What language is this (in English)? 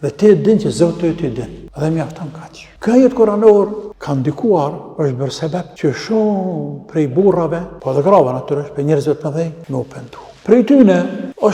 Albanian